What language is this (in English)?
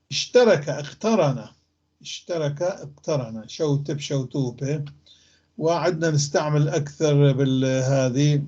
North Levantine Arabic